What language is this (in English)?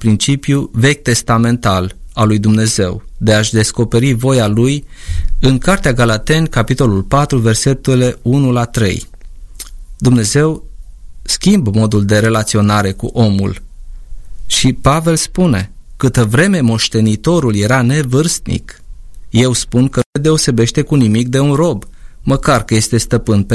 Romanian